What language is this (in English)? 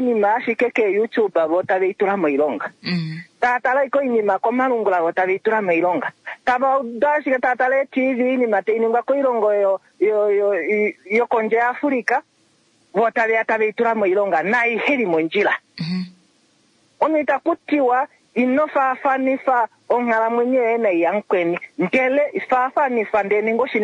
Kuanyama